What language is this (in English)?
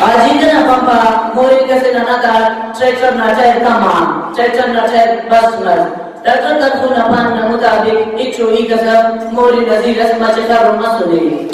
Brahui